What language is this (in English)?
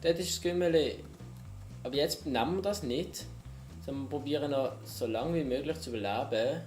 Swiss German